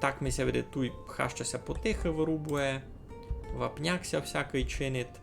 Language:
Rusyn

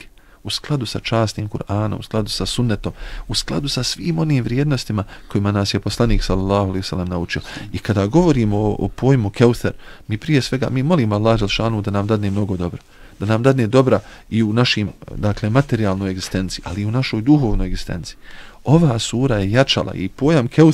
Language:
Bosnian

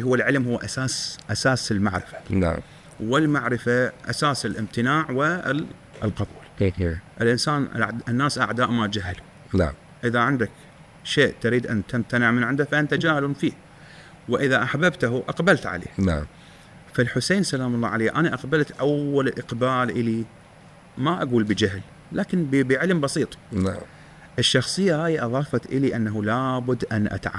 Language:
Mesopotamian Arabic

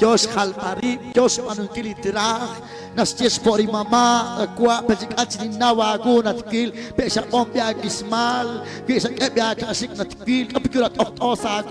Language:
Kekchí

